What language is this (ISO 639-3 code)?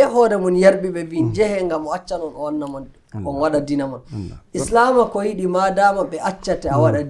fuv